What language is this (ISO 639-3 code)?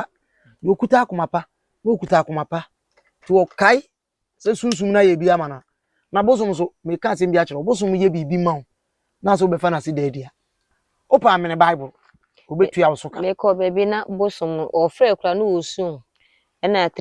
aka